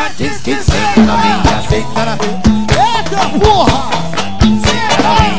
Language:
Portuguese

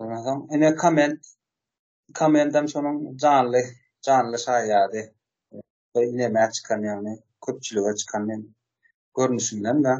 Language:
Turkmen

